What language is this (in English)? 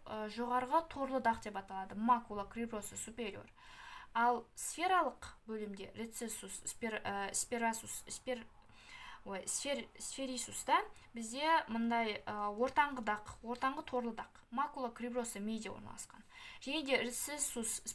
Kazakh